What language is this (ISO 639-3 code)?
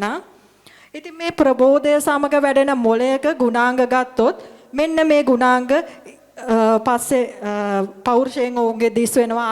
sin